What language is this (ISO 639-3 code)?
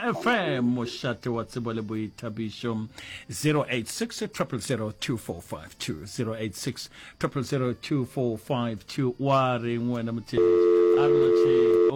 nso